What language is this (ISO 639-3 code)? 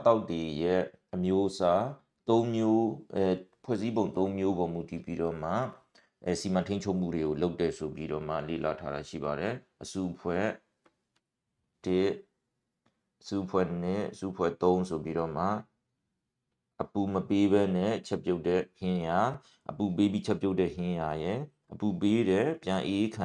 mya